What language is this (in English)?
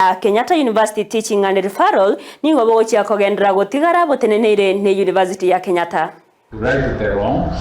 Gusii